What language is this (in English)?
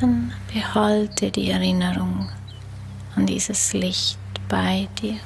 Swiss German